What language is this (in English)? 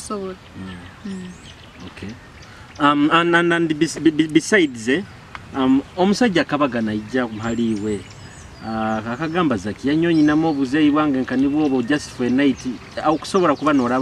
Nyoro